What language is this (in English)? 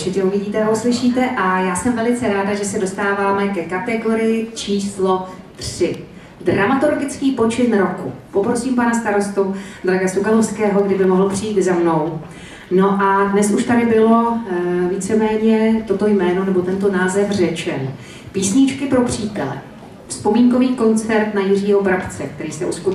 Czech